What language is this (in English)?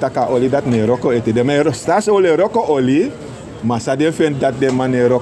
Sranan Tongo